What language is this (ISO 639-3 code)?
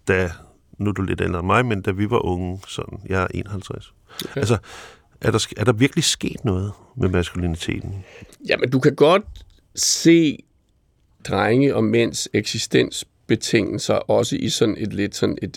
dan